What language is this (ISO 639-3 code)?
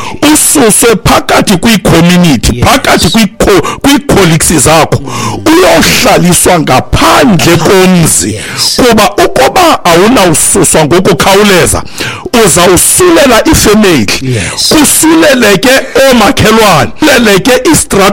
xho